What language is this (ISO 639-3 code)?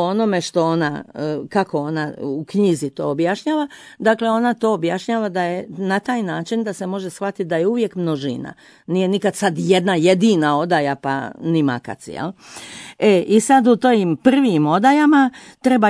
hrv